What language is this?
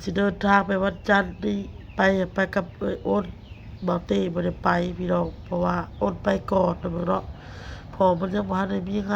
Northeastern Thai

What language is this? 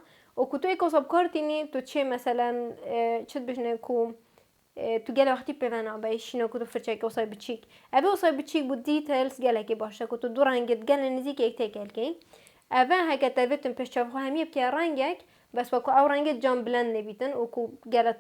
Kurdish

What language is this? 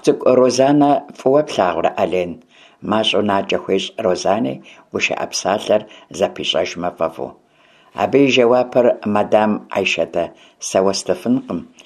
Kabardian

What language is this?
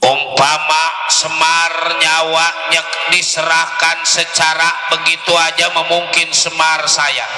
Betawi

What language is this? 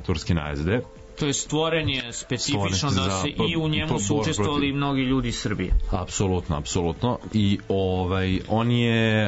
Serbian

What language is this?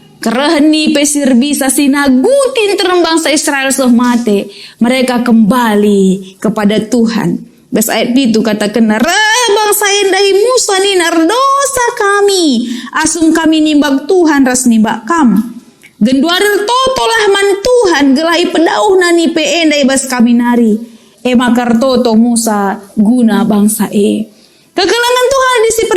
Batak Karo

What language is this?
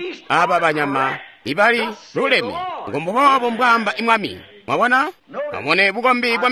Tonga (Zambia)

